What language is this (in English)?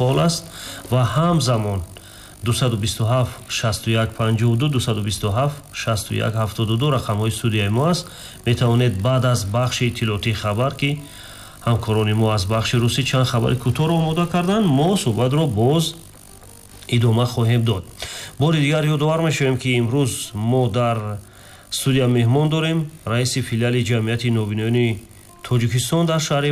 Tajik